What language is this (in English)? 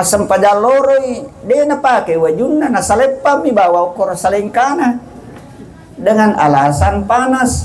Buginese